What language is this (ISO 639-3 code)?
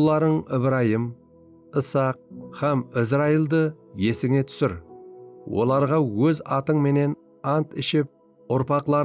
kaa